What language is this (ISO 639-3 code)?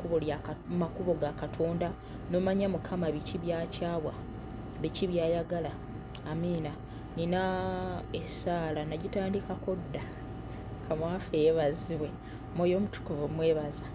lug